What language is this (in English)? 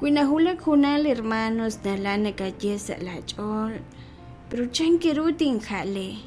Kekchí